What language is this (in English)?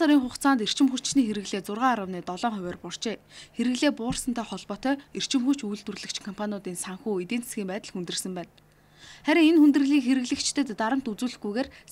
Mongolian